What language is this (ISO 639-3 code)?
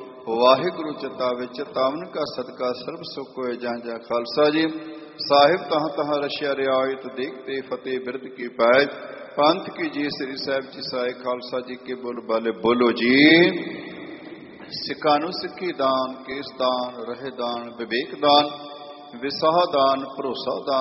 pan